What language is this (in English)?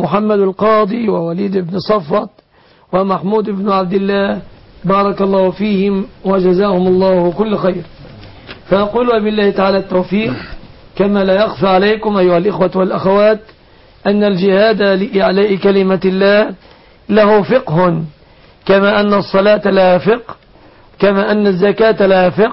Arabic